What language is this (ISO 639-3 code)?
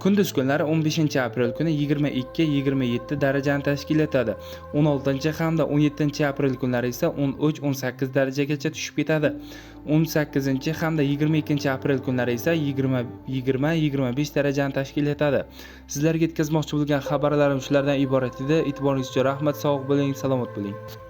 uzb